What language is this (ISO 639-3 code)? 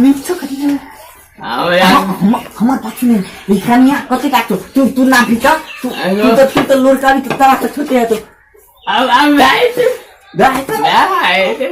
mai